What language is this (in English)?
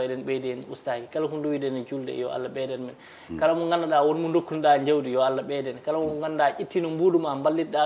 Fula